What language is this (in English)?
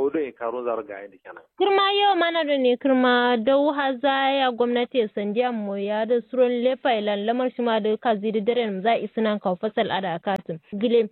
Kanuri